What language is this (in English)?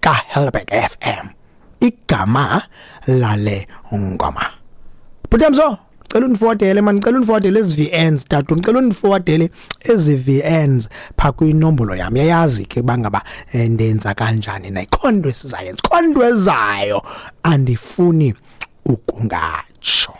Xhosa